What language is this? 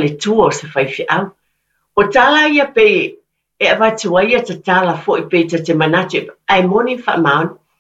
Samoan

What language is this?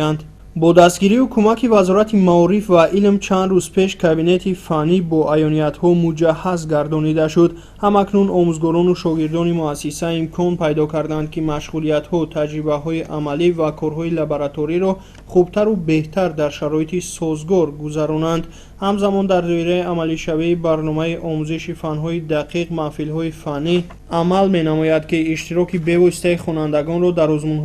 Tajik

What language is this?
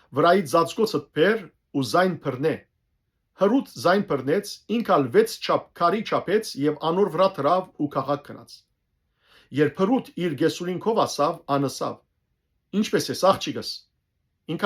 Western Armenian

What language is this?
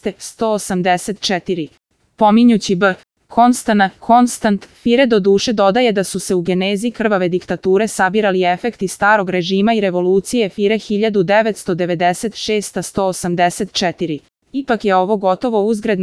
Serbian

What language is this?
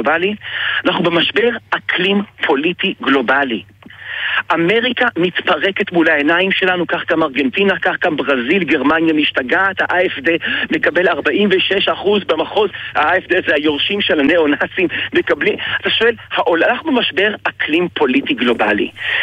Hebrew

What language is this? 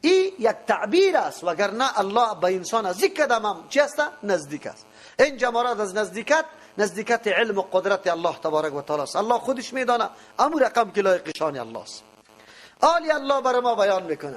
Persian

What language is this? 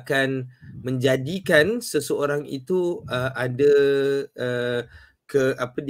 Malay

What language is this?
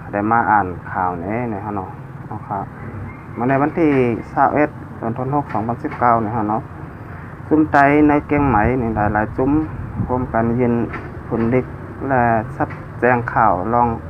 Shan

